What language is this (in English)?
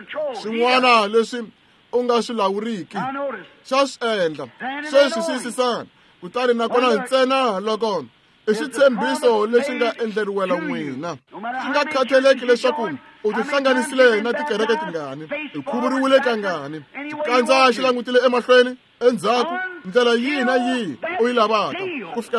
Tsonga